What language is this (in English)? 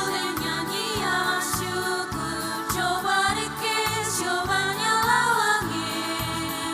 Ambonese Malay